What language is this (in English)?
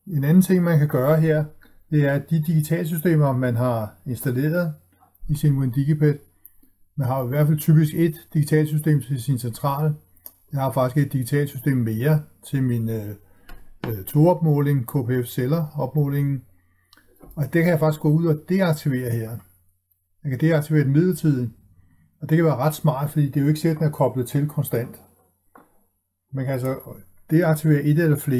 Danish